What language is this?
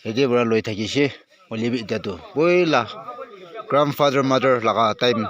Naga Pidgin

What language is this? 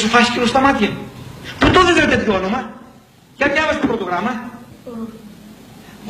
Greek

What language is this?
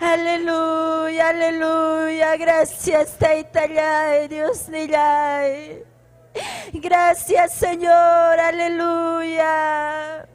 Ayacucho Quechua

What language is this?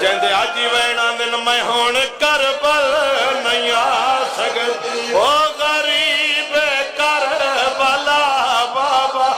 Saraiki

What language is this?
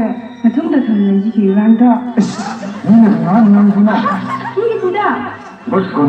Tangkhul Naga (India)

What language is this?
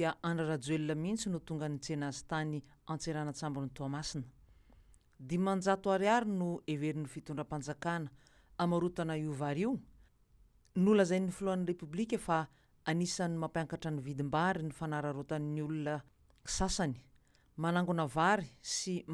Malagasy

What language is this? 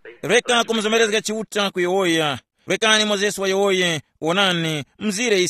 Tumbuka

